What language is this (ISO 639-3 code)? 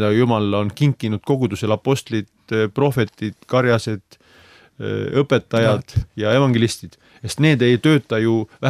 est